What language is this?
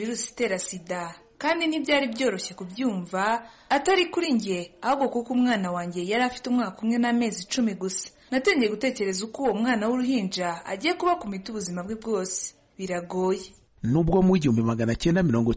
Kinyarwanda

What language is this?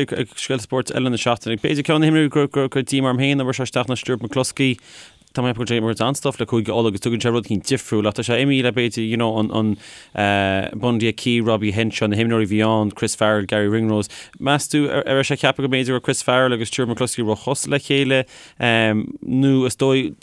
Irish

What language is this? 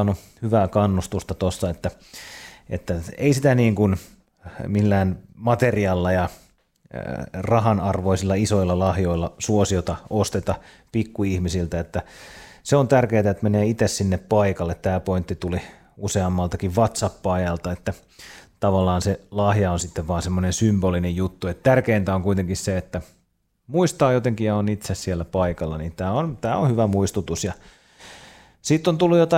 Finnish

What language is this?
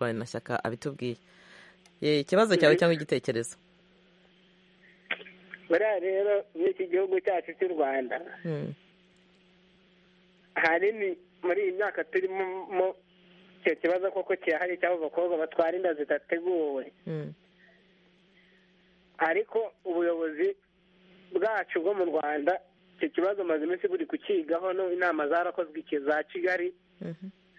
Kinyarwanda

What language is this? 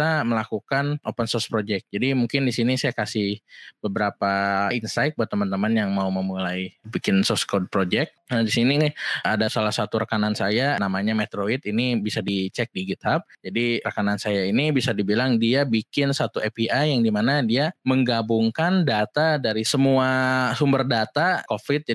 Indonesian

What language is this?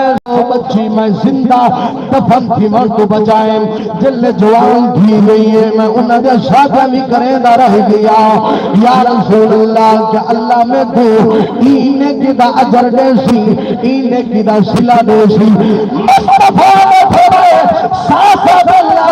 Saraiki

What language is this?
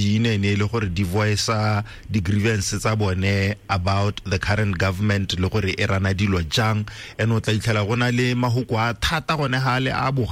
Tswana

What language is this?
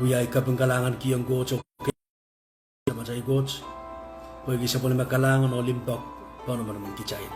Pohnpeian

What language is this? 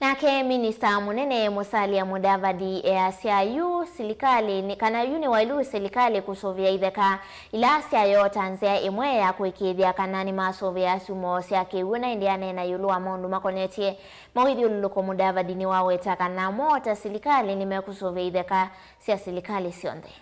Kamba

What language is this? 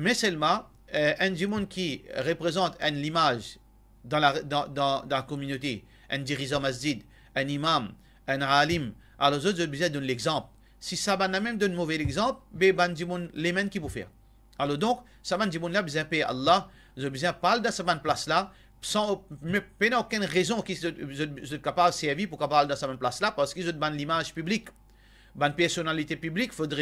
Morisyen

